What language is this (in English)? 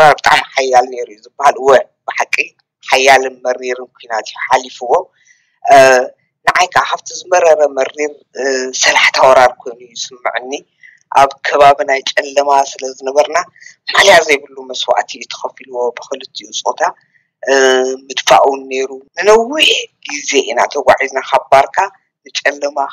Tigrinya